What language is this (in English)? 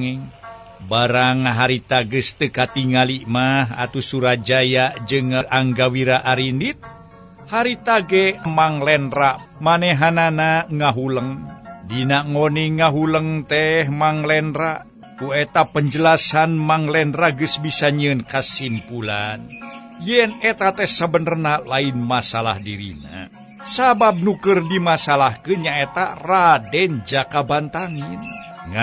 Sundanese